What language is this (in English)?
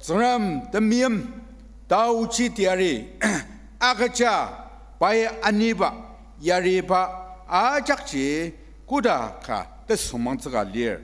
Ao Naga